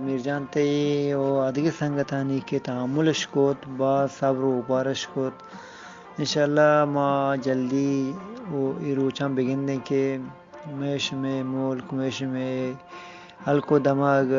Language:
Eastern Balochi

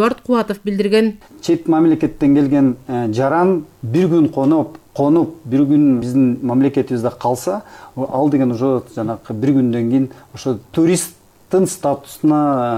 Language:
Kyrgyz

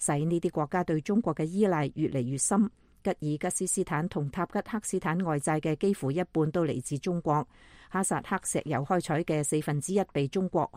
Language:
Cantonese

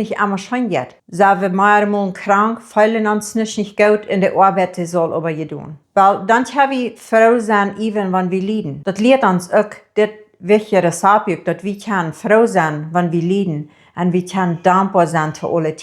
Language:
Plautdietsch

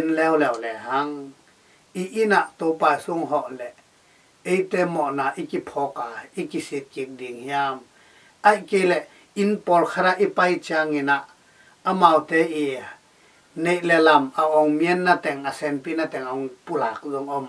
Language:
Tedim Chin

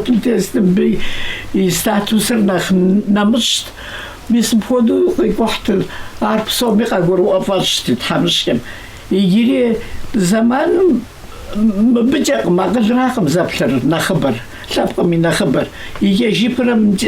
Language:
Kabardian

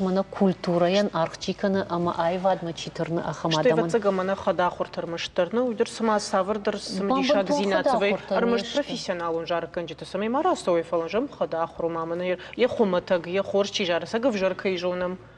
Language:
Ossetic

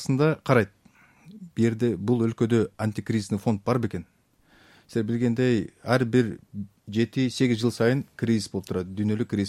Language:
Kyrgyz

